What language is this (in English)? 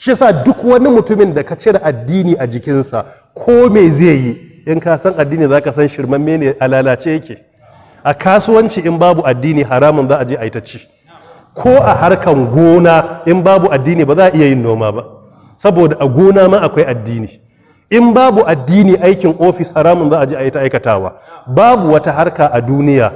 Hausa